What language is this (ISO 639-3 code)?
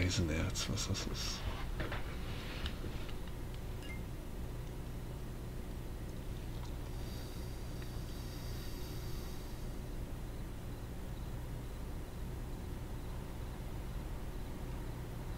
deu